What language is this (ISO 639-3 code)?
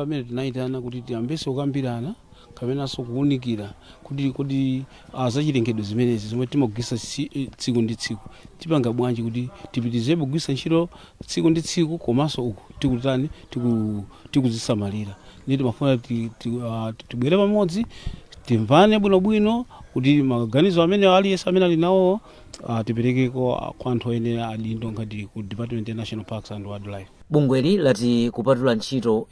nya